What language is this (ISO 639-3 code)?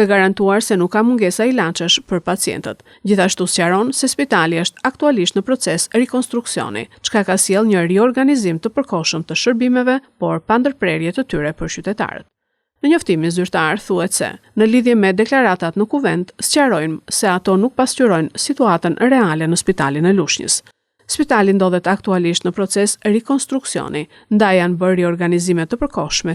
sqi